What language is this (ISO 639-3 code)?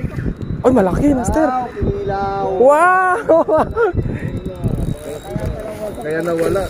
fil